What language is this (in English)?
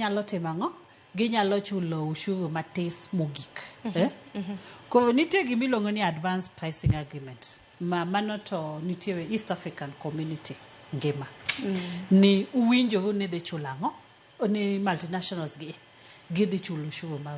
Luo (Kenya and Tanzania)